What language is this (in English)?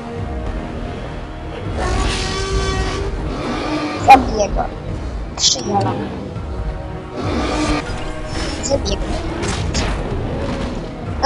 Polish